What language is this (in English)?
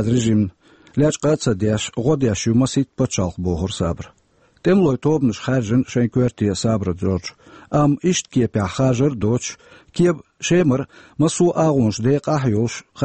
Chechen